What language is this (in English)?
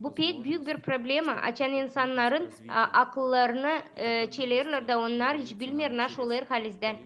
Gagauz